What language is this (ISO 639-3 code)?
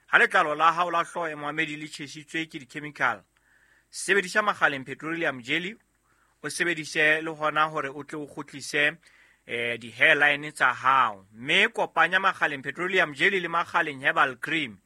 sot